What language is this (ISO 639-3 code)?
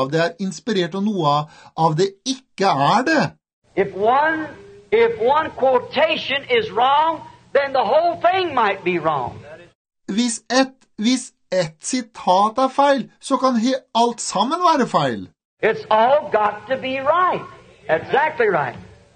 nor